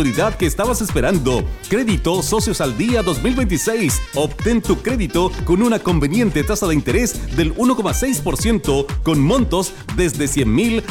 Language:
Spanish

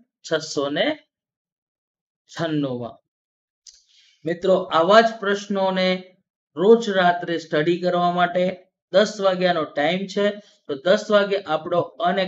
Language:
Gujarati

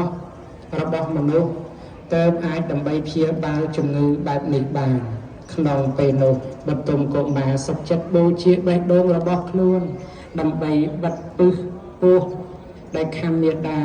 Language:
Khmer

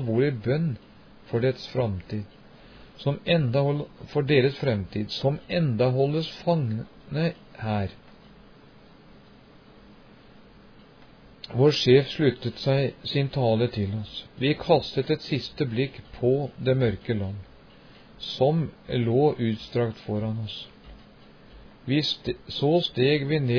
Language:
Norwegian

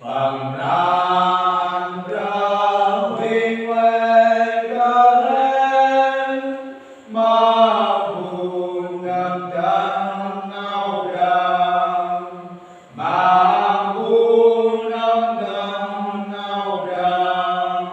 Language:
Central Mnong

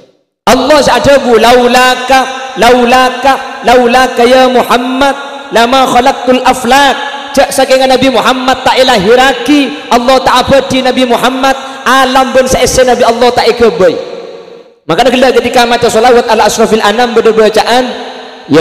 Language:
Madurese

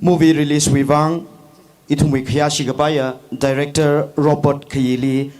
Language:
Tangkhul Naga (India)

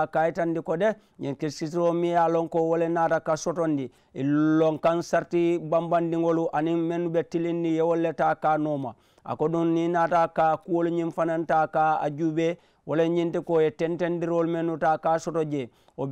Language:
Mandingo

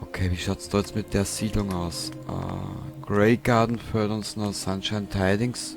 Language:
Bavarian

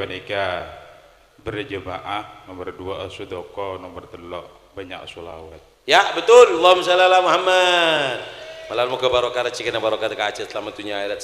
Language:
Madurese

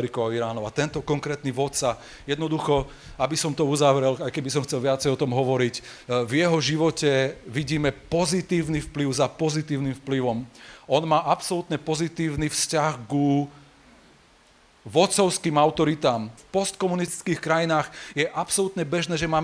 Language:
Slovak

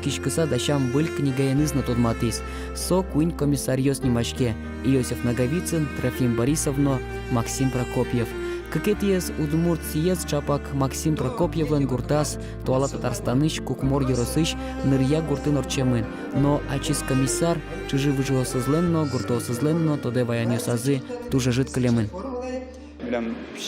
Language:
Udmurt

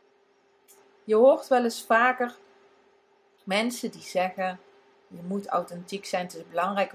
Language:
Dutch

